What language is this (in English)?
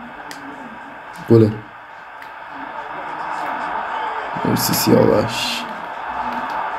Persian